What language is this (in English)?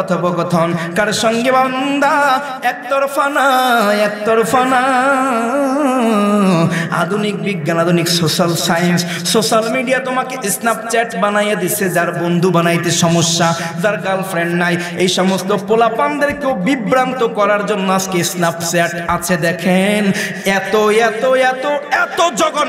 Bangla